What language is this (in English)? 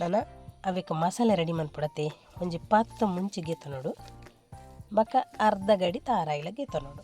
Tulu